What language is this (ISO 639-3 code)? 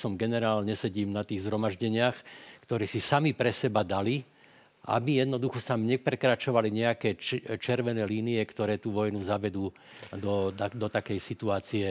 slk